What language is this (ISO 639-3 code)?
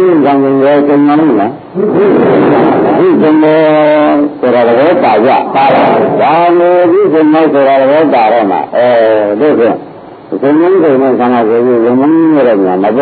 mya